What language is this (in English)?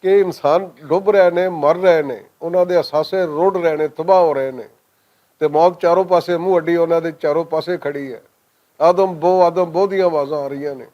Western Panjabi